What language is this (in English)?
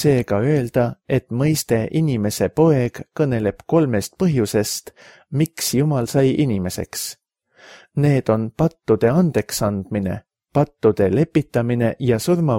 Estonian